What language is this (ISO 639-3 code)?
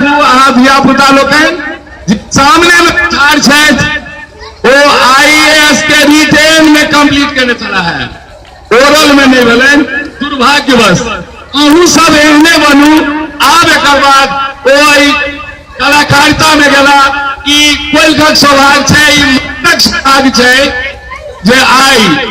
mai